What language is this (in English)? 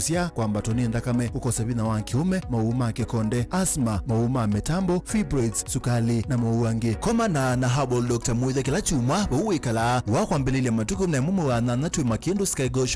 Kamba